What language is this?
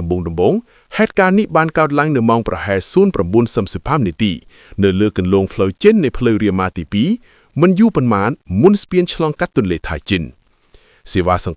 Khmer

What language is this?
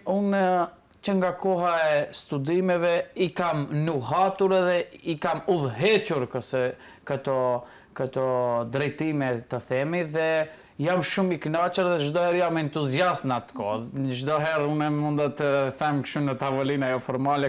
Albanian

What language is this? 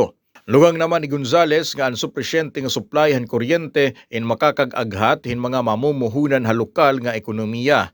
Waray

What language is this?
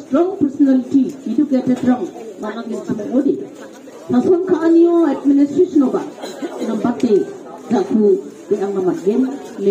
Garo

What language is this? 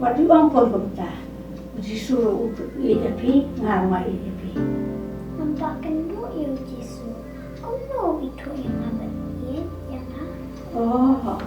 Khasi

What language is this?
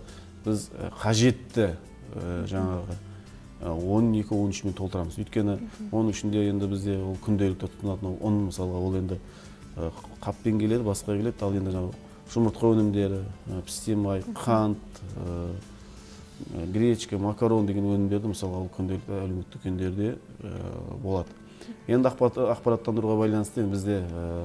Kazakh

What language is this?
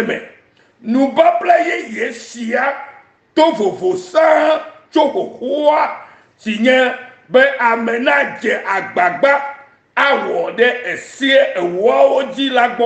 Ewe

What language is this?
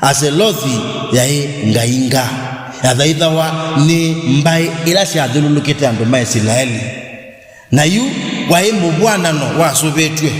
Kamba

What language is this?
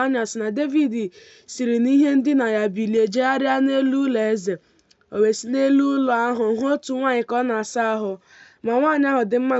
Igbo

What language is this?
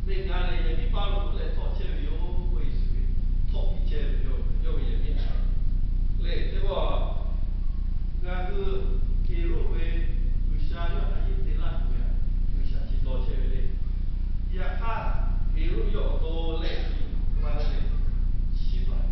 Lahu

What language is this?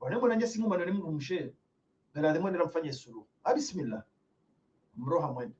Ngazidja Comorian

